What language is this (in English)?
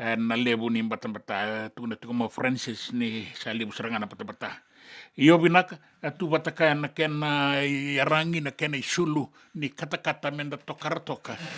Fijian